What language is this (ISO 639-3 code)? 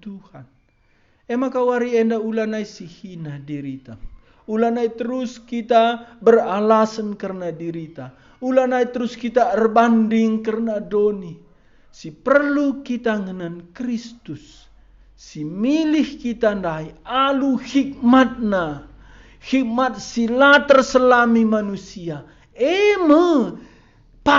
btx